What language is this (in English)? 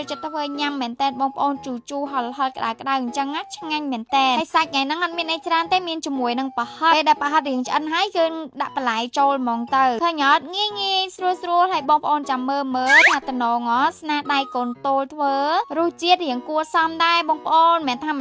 Khmer